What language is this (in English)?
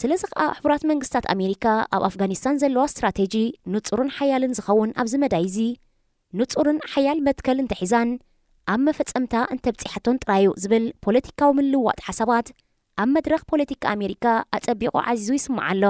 Tigrinya